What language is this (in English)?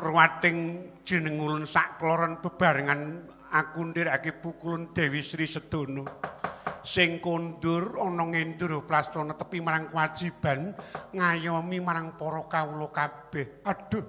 Javanese